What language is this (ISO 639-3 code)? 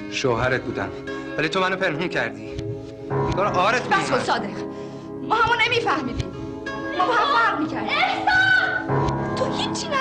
fas